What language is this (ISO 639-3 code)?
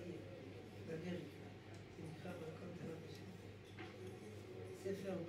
heb